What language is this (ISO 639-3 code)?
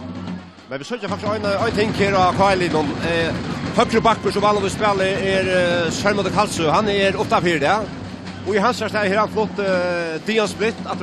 fao